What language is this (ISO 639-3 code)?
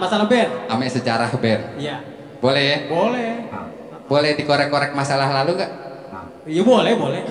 bew